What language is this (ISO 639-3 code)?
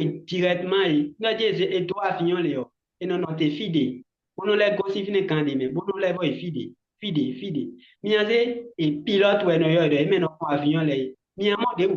fon